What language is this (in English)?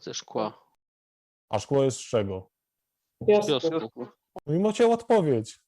Silesian